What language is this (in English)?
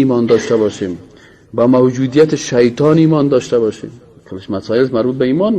Persian